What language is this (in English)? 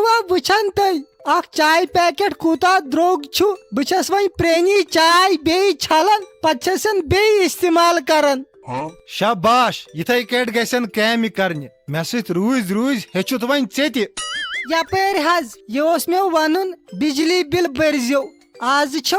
Kashmiri